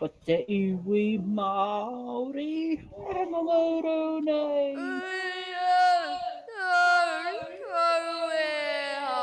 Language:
Māori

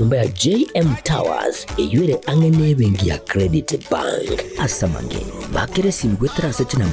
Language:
Gusii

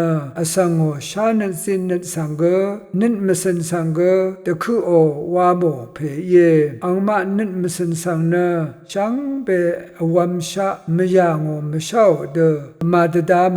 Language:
Rawang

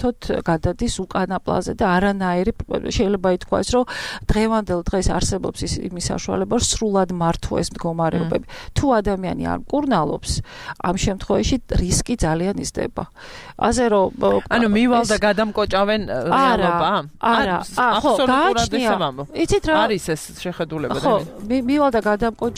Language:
Georgian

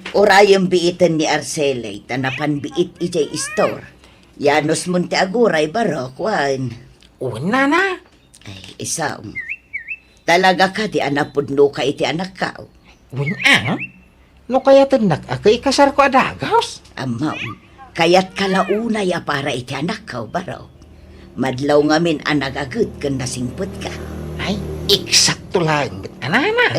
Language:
Iloko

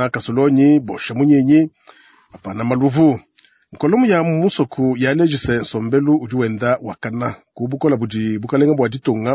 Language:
Luba-Lulua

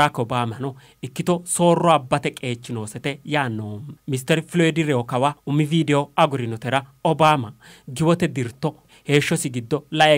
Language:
Sidamo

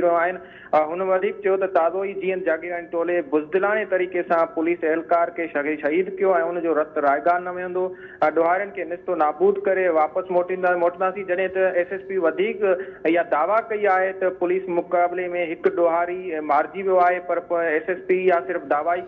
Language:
Sindhi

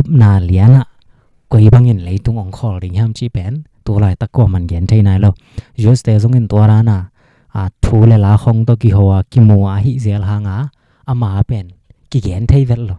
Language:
Tedim Chin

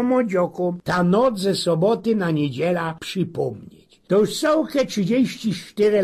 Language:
Silesian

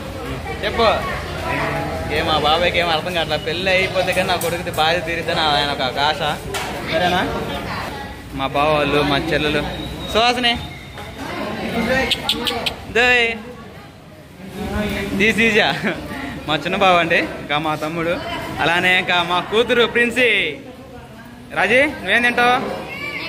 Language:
Telugu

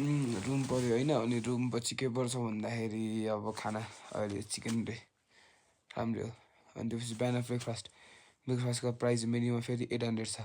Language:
Nepali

